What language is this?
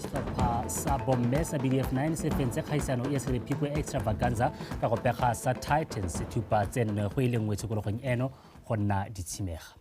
Tswana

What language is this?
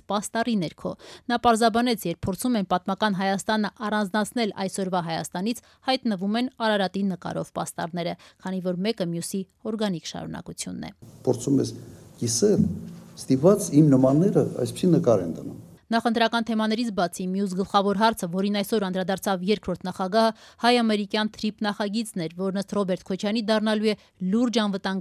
Armenian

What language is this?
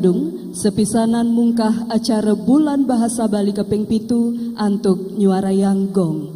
Balinese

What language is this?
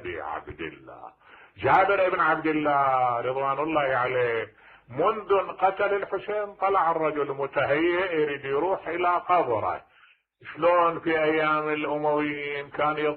Mesopotamian Arabic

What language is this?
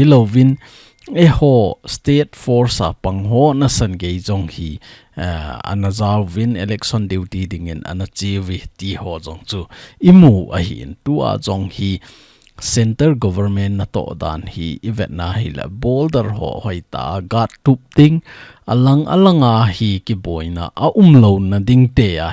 Thado Chin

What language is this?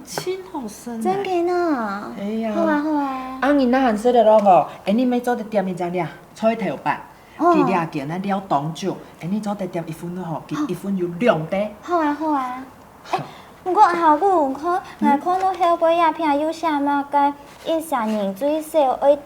Hakka Chinese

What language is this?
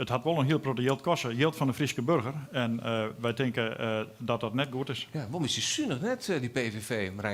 Western Frisian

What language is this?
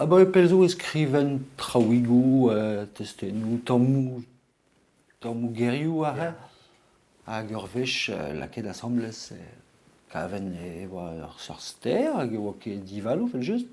Breton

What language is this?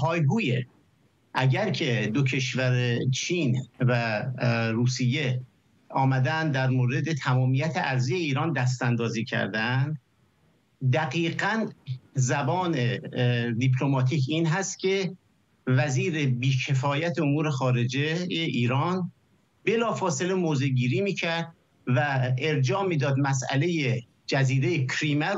Persian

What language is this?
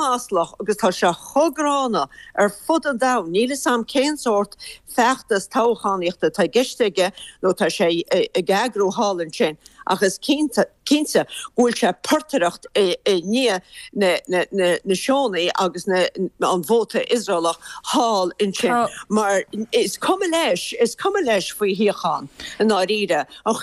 Irish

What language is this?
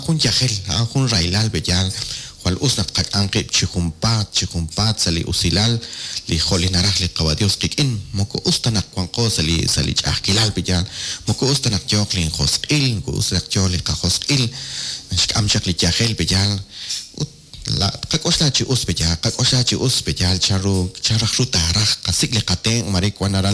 Kekchí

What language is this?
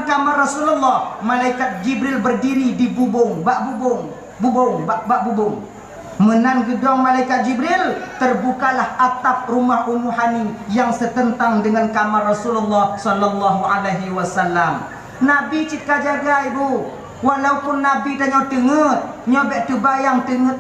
Achinese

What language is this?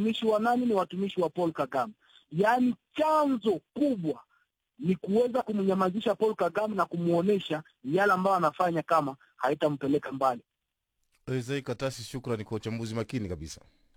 Swahili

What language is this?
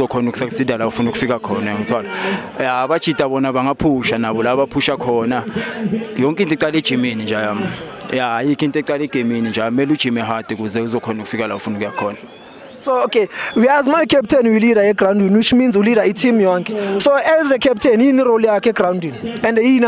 Zulu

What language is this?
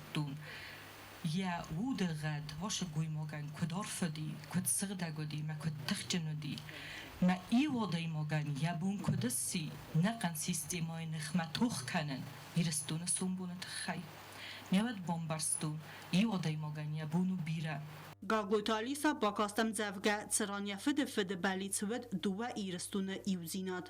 Ossetic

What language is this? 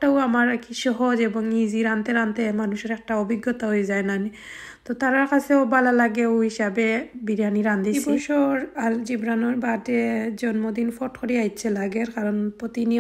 Sylheti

